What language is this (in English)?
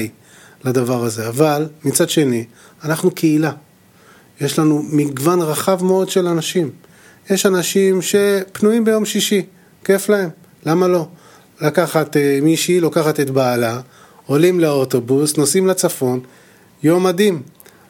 Hebrew